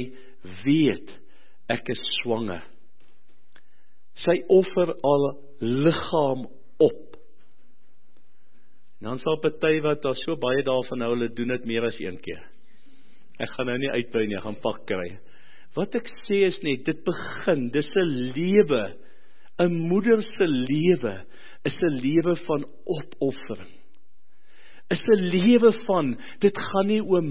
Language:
Afrikaans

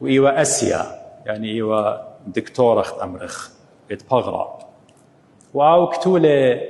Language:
Assyrian Neo-Aramaic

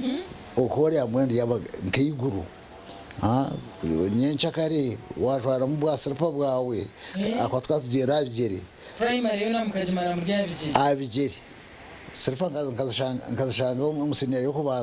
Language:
Nyankole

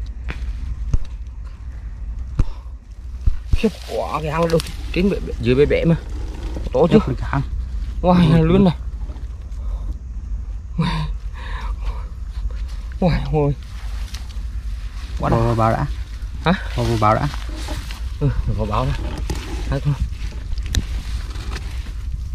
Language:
Vietnamese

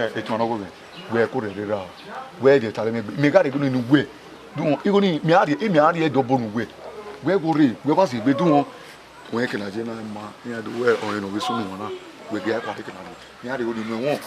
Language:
Bini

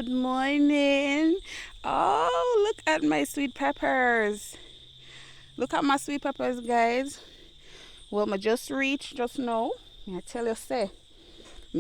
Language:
Jamaican Creole English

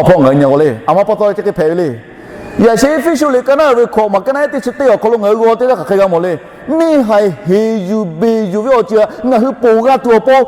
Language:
Lahu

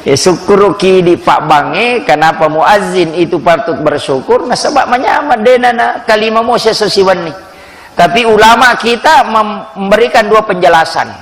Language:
Buginese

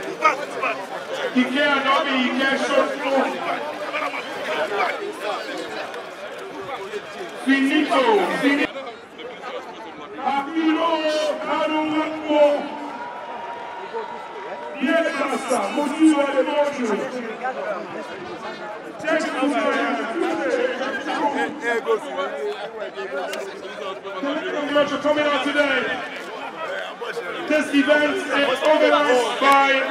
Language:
English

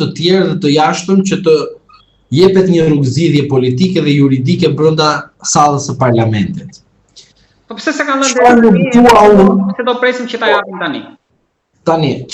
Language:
Albanian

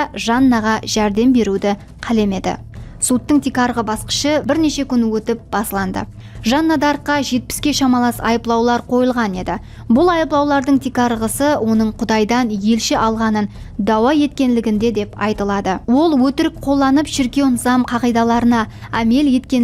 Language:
Kara-Kalpak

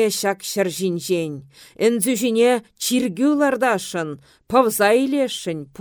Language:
Chuvash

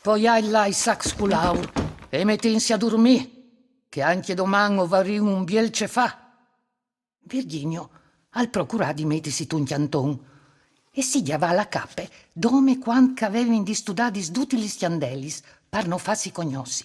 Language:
Friulian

